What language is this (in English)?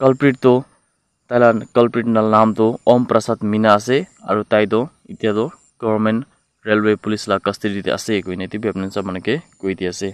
Naga Pidgin